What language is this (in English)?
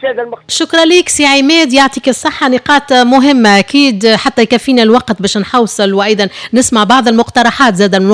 Tunisian Arabic